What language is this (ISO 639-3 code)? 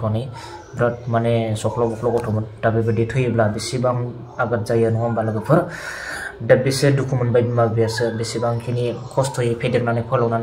brx